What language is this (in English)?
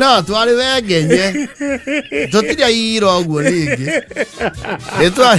Kikuyu